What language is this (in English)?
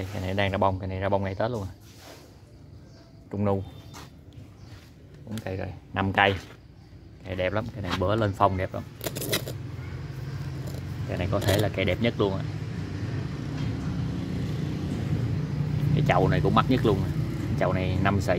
Vietnamese